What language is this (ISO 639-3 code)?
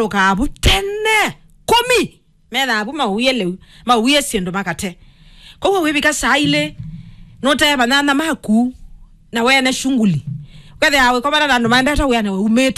kam